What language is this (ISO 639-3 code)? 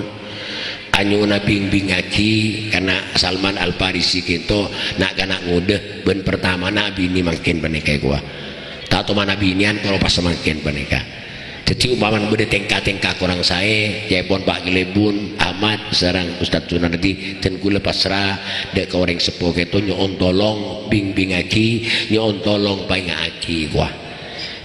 mad